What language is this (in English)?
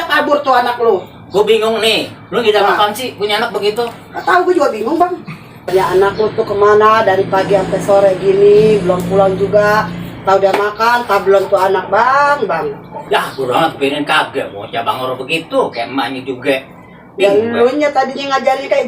Betawi